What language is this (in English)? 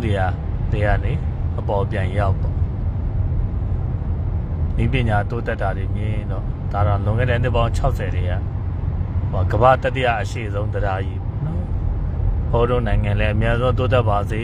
Burmese